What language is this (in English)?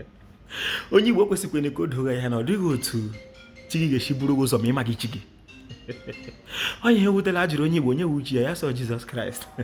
Igbo